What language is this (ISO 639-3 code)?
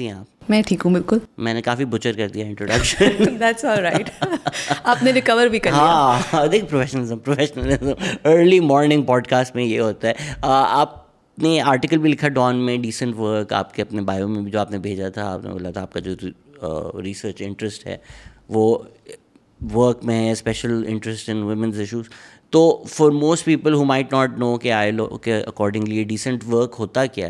urd